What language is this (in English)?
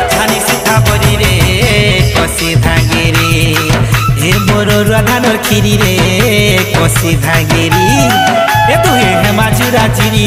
Sambalpuri